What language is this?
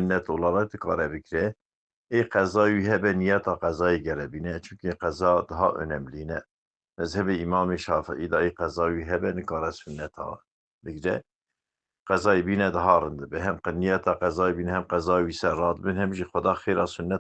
Kurdish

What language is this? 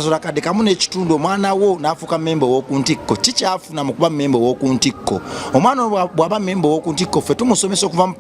Ganda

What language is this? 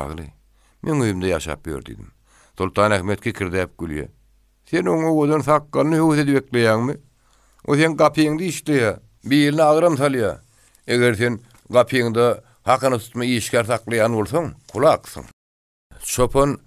Turkmen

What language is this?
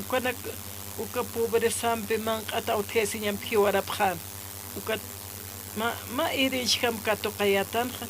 Aymara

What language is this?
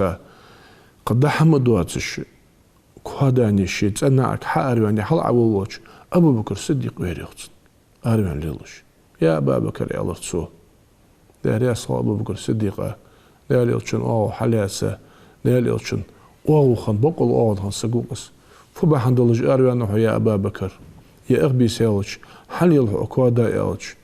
Ingush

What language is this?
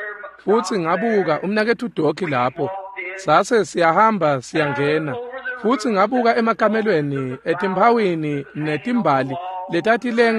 Swati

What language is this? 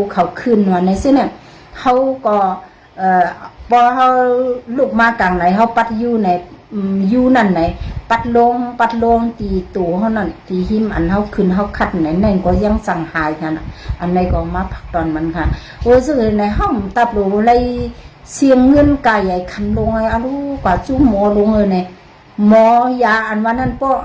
Shan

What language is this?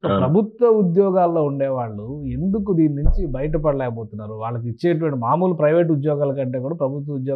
Telugu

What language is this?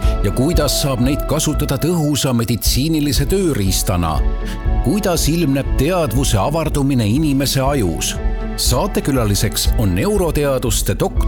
Estonian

